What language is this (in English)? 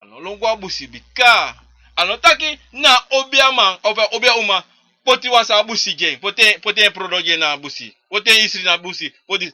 Sranan Tongo